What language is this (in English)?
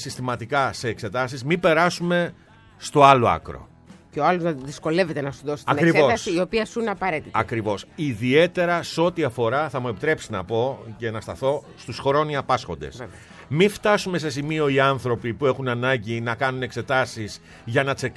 Greek